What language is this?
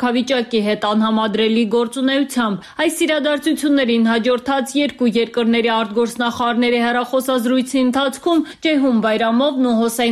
Armenian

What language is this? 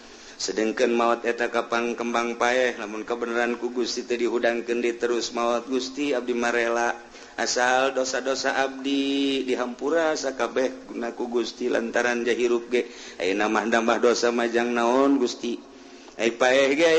Sundanese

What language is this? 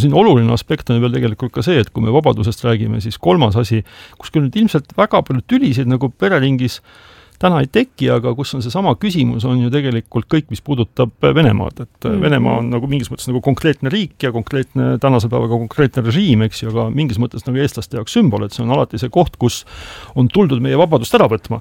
Estonian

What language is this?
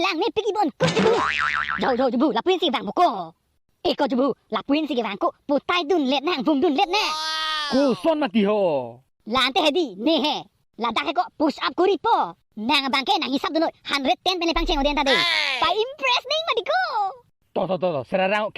Karbi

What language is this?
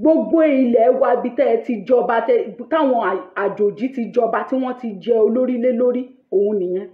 Yoruba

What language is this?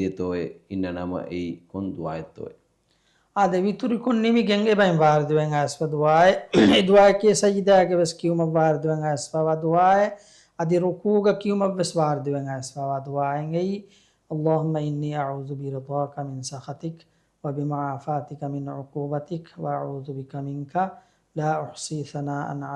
Divehi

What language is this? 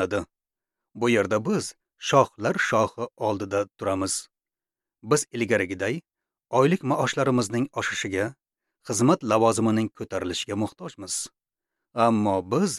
Uzbek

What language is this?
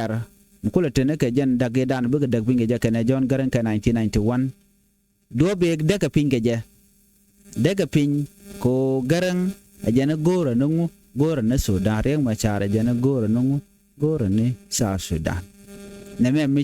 Nuer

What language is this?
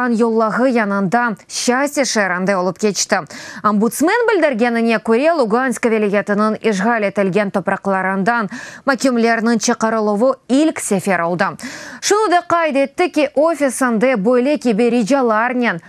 Crimean Tatar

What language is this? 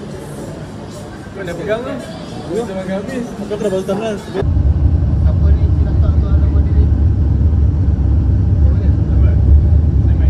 Malay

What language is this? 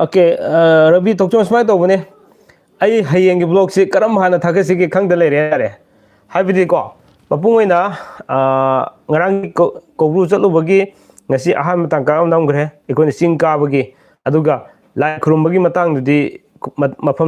Manipuri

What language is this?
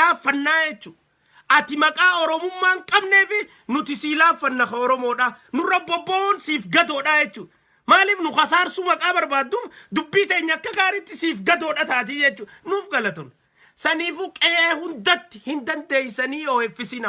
Oromo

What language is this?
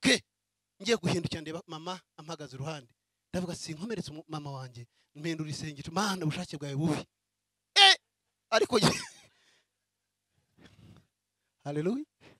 Kinyarwanda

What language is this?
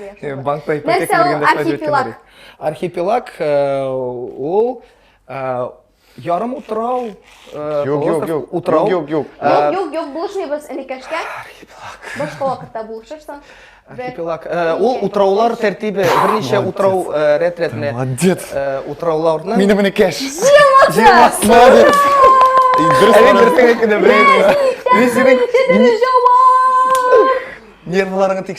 Tatar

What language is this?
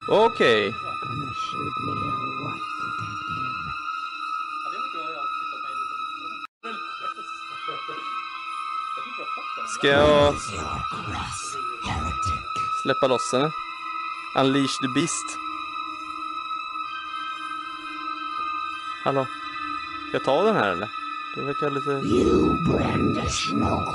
Swedish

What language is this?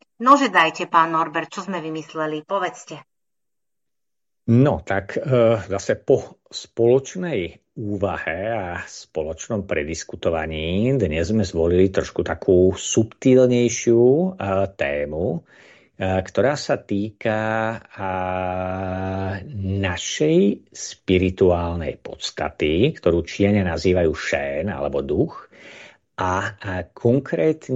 Slovak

